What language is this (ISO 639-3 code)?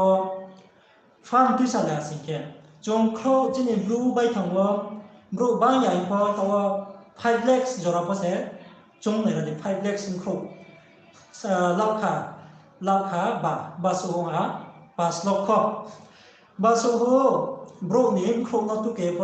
ria